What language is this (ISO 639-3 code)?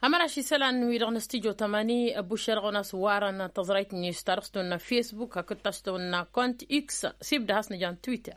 taq